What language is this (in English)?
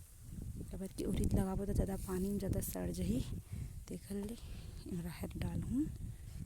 Chhattisgarhi